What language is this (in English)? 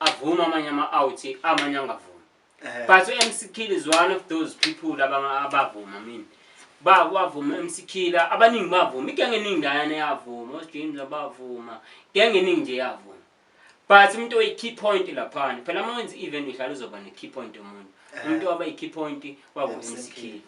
Zulu